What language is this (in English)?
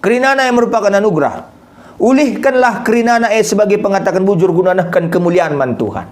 Batak Karo